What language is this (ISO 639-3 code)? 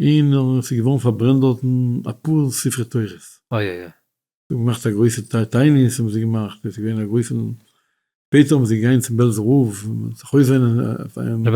yid